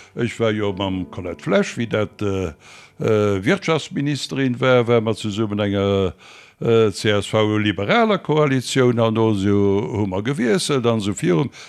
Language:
Luxembourgish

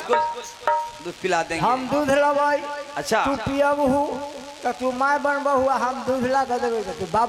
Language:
Bhojpuri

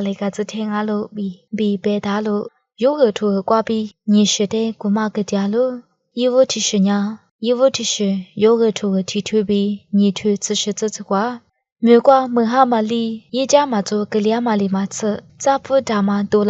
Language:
Lisu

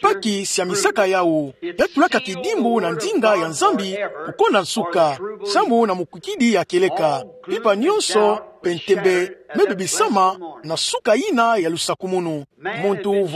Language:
Kituba (Democratic Republic of Congo)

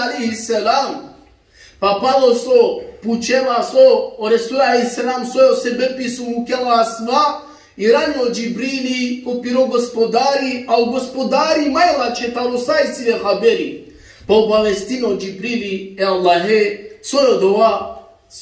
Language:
Balkan Romani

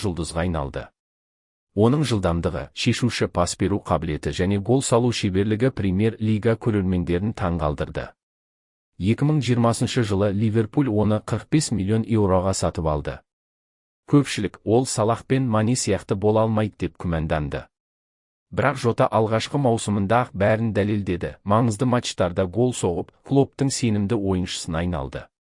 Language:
Kazakh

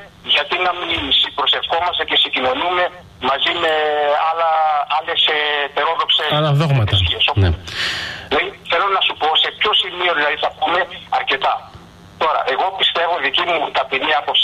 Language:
Greek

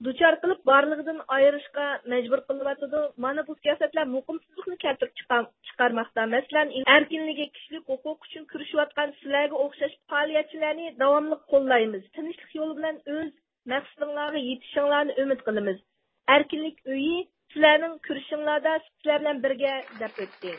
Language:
Uyghur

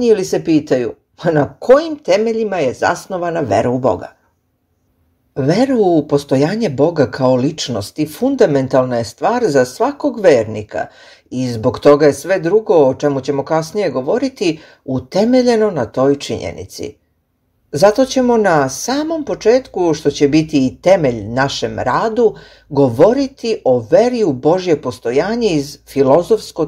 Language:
Serbian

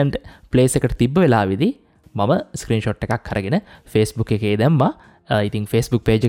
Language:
Sinhala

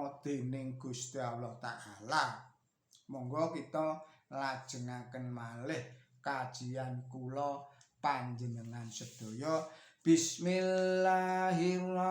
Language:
Javanese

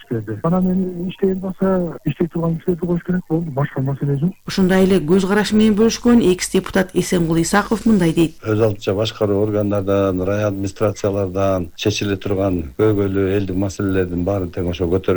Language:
Kyrgyz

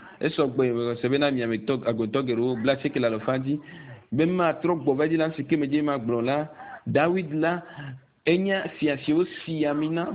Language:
Ewe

